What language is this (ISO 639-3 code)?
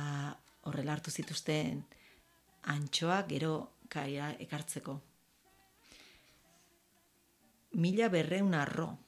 eus